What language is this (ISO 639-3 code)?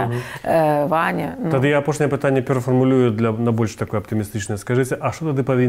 bel